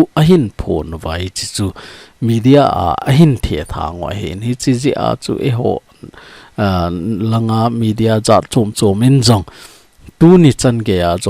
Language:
Thado Chin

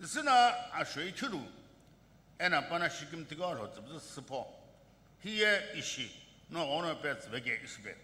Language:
Sumi Naga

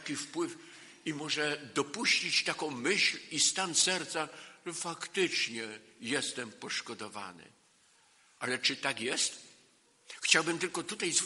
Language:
Polish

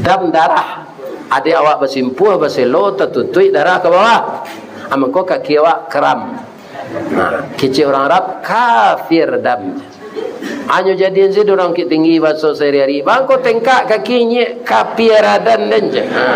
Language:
Minangkabau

